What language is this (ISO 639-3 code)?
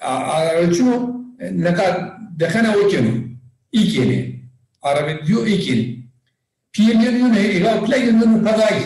zza